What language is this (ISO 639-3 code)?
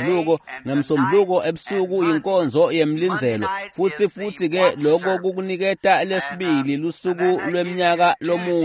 ssw